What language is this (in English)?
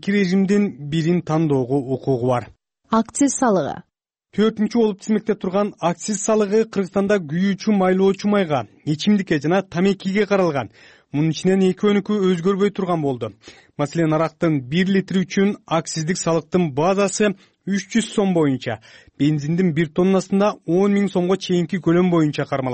Kyrgyz